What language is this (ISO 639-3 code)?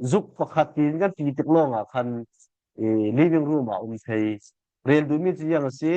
cfm